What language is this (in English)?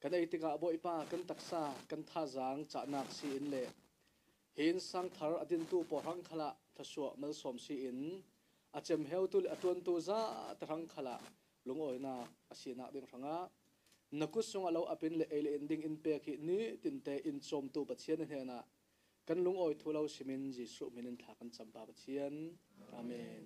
Falam Chin